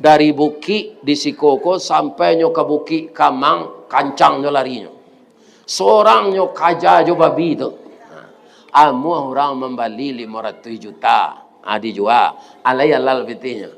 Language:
Minangkabau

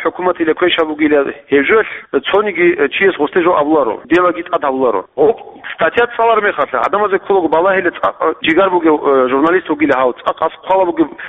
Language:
Avaric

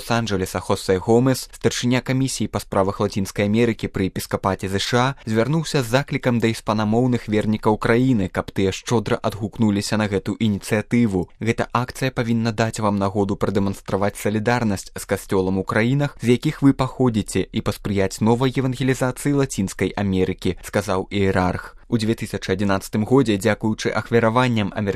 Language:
Belarusian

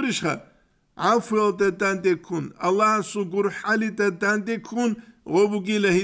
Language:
Avaric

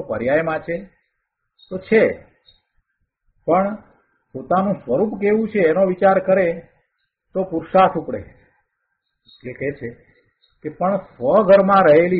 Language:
Gujarati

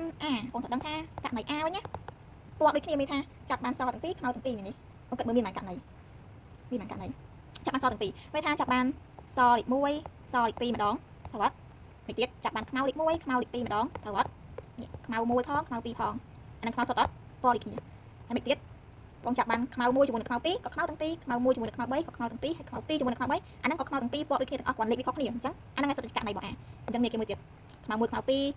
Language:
Khmer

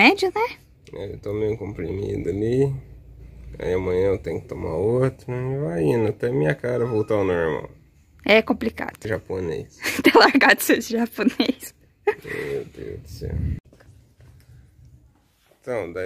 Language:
Portuguese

